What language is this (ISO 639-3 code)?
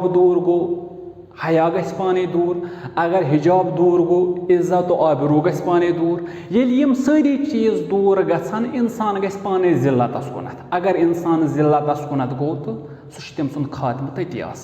kas